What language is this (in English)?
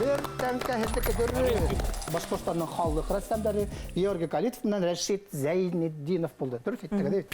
Bashkir